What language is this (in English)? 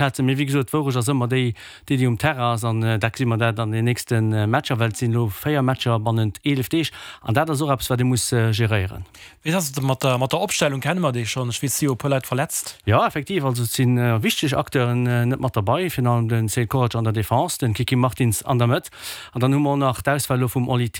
Luxembourgish